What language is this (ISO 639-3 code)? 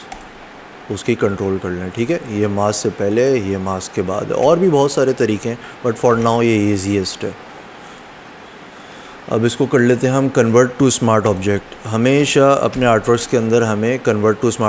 hin